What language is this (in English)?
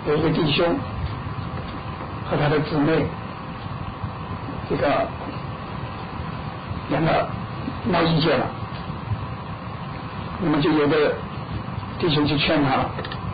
Chinese